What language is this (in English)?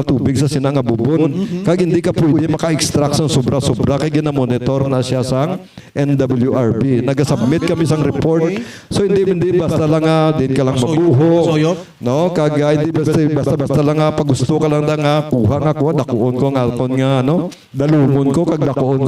Hiligaynon